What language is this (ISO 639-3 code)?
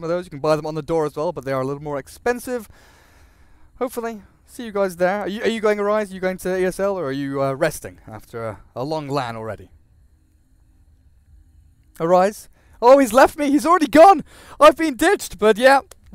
eng